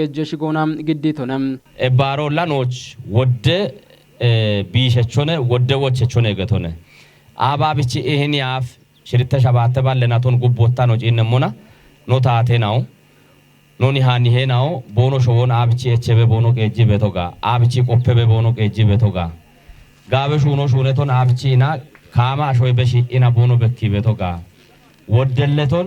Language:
Kafa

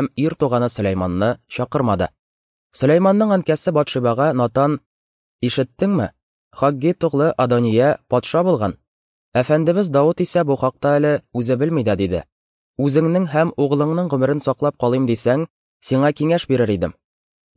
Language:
Tatar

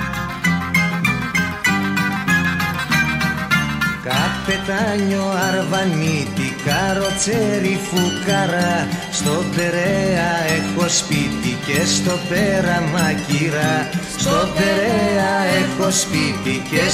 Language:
Greek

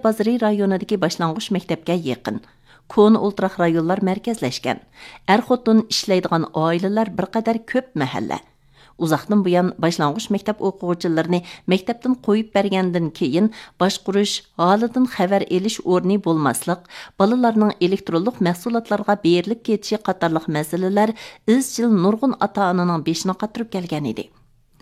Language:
Uyghur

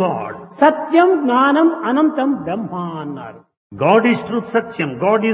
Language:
Telugu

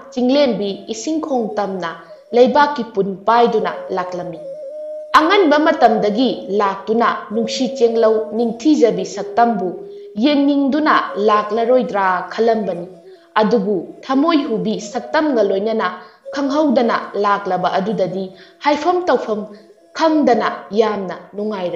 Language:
Manipuri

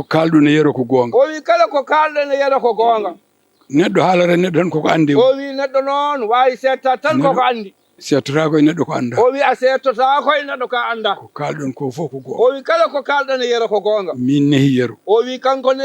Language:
Fula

